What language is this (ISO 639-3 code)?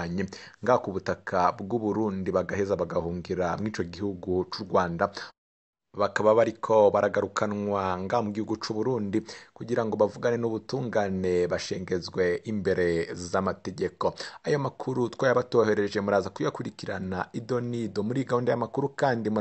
run